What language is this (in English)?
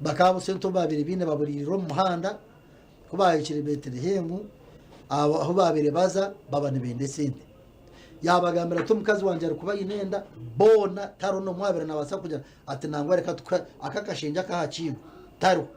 Nyankole